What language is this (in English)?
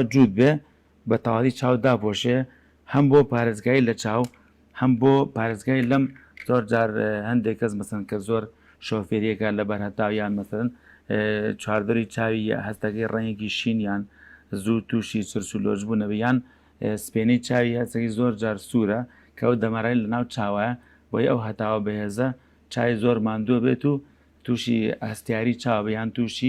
Central Kurdish